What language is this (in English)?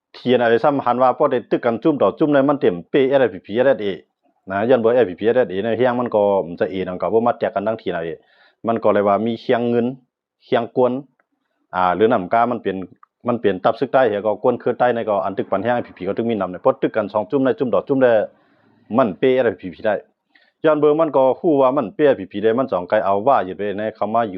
Shan